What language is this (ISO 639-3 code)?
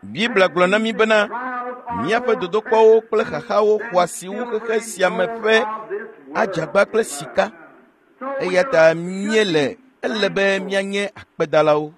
ewe